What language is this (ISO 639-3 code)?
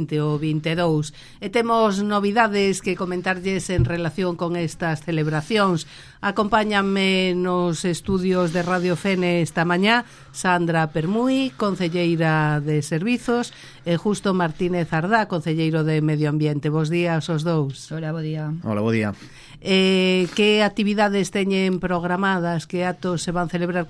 glg